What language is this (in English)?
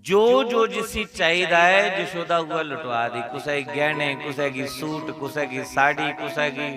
Dogri